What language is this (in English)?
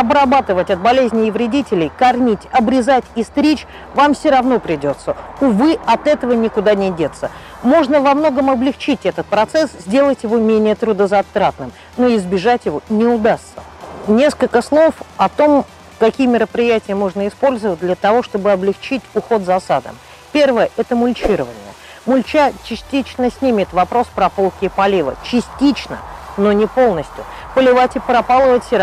Russian